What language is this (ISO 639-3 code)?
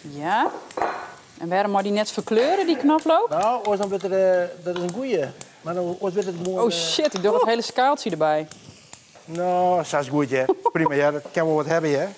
fry